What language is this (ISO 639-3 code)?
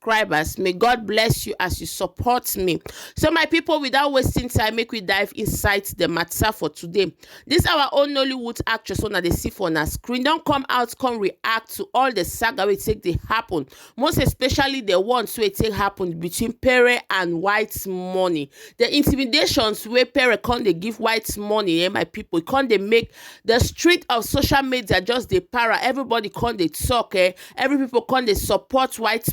pcm